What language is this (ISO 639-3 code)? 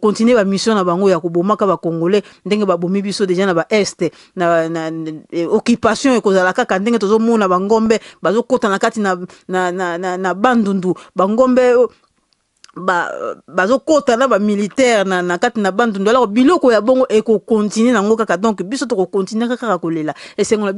lin